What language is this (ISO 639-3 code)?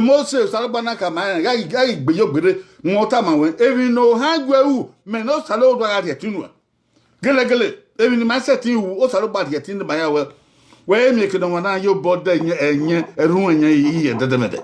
bin